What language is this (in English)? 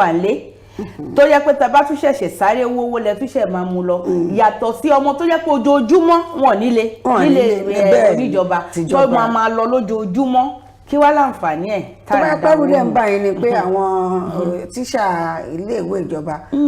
Yoruba